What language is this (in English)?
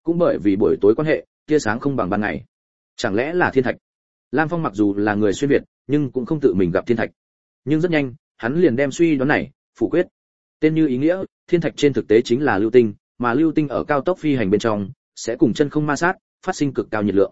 Vietnamese